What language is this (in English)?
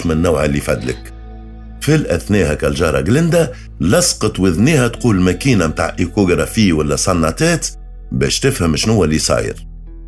Tunisian Arabic